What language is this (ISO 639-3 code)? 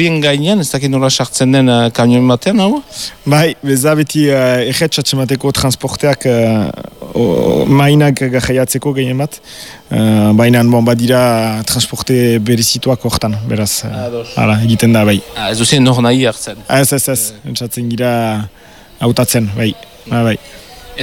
eus